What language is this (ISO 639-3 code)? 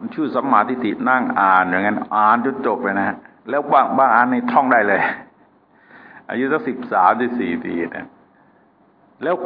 tha